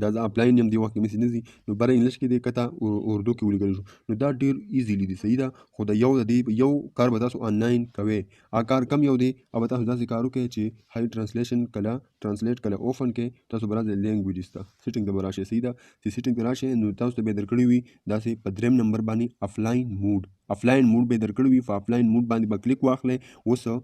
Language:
Pashto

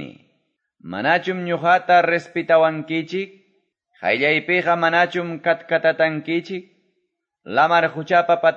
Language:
Quechua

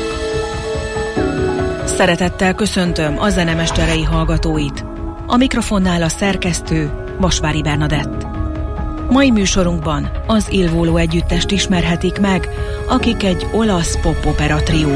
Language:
Hungarian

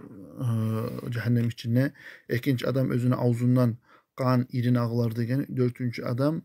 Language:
Kumyk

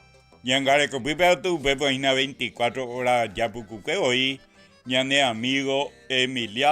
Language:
Guarani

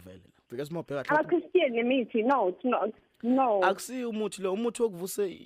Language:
Zulu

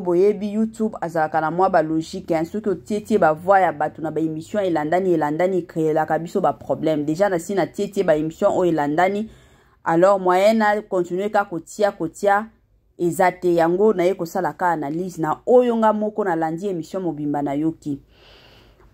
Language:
Lingala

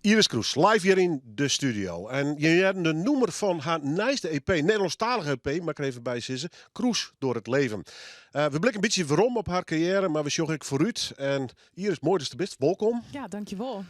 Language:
Western Frisian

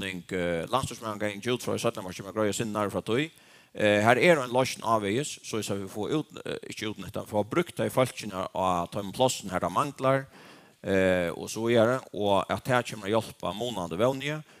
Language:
Faroese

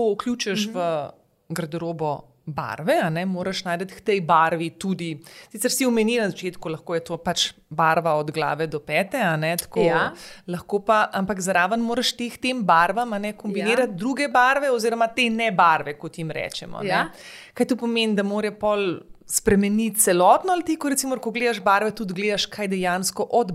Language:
Slovenian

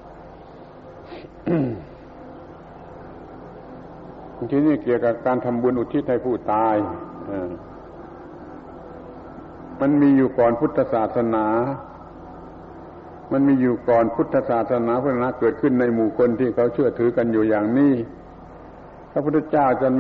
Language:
Thai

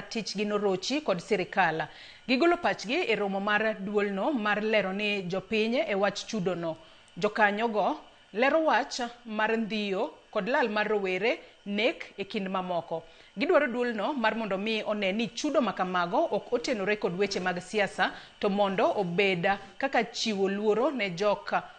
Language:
Luo (Kenya and Tanzania)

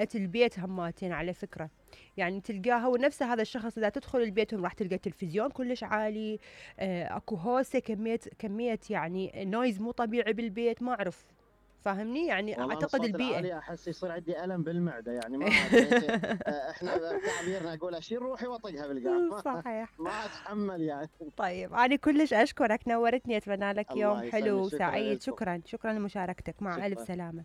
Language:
Mesopotamian Arabic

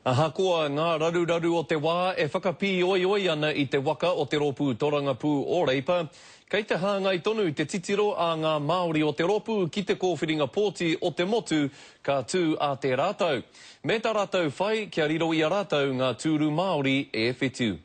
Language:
Māori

